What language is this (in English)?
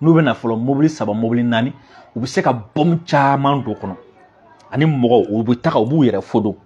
Bambara